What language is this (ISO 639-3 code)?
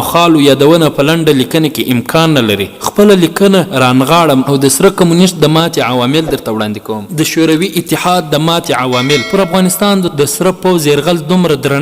pus